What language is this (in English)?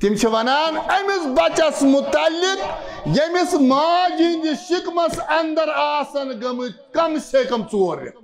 Kashmiri